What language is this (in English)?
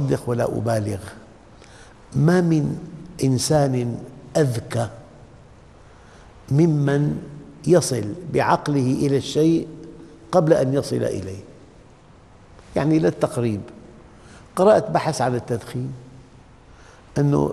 Arabic